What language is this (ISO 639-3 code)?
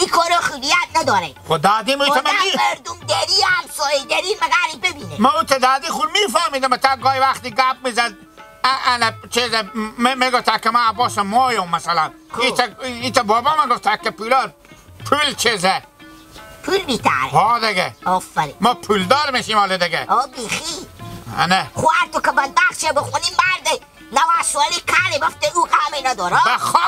haz